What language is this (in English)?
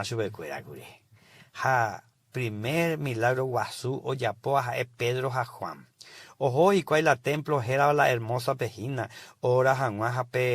Guarani